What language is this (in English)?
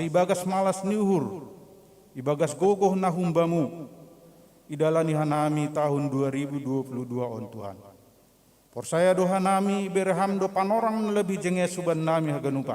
Batak Simalungun